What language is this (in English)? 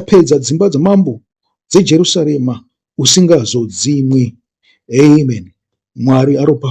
Shona